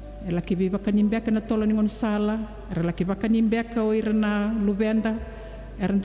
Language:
Fijian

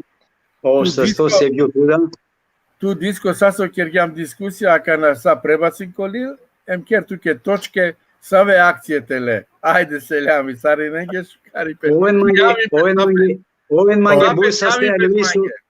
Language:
Balkan Romani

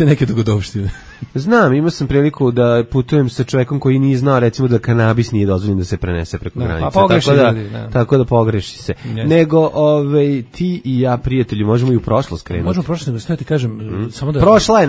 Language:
Serbian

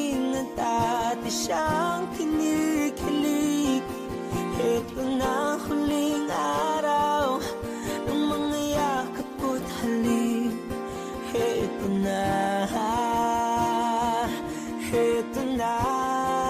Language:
Filipino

